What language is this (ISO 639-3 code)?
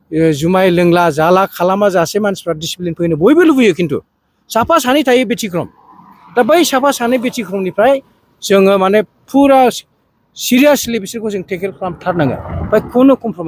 brx